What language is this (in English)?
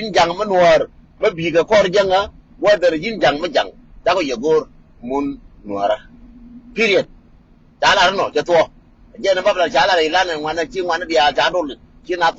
Nuer